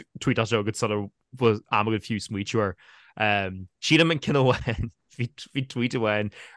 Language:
Irish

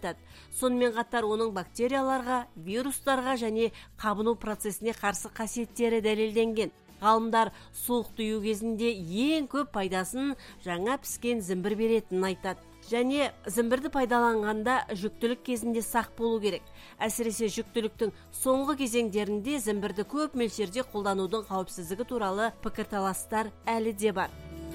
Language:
Kazakh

